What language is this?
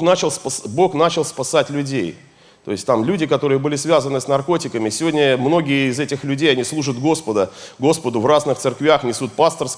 Russian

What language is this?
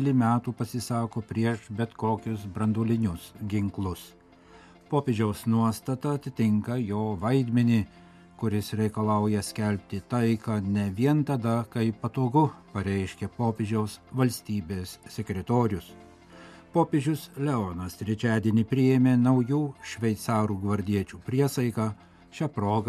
Lithuanian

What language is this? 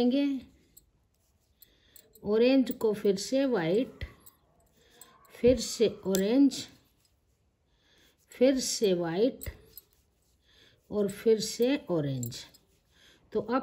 Hindi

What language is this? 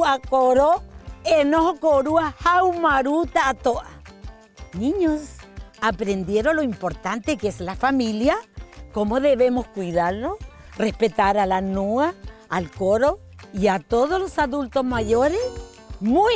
Rapanui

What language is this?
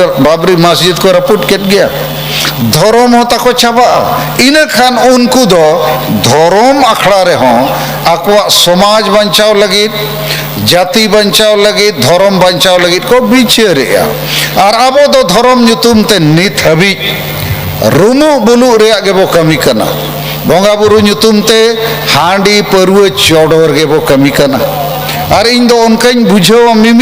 Santali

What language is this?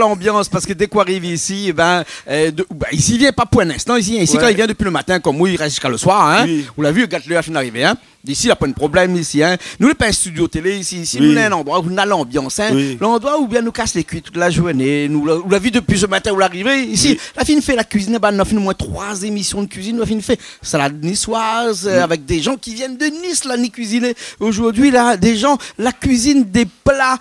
Réunion Creole French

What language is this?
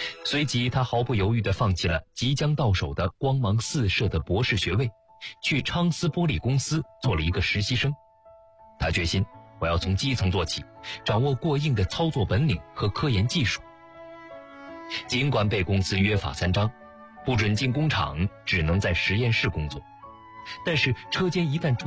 Chinese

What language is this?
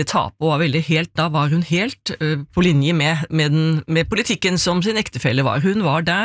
Norwegian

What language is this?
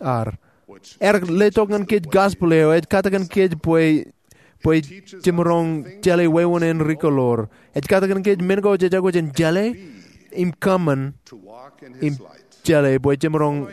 Marshallese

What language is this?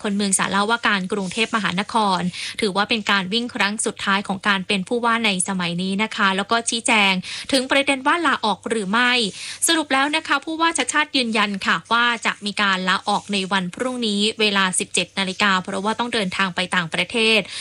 Thai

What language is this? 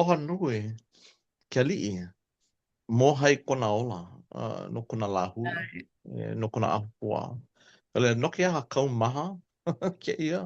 Hawaiian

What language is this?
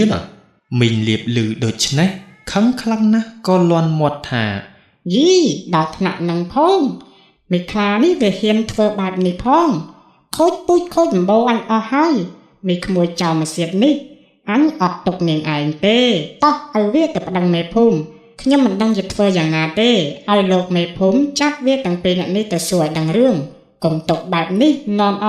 Khmer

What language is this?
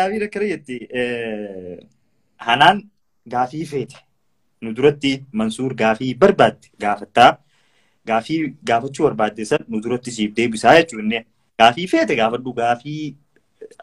Oromo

